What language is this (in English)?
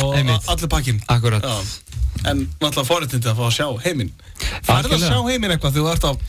Icelandic